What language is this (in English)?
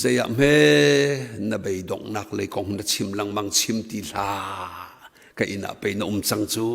Hakha Chin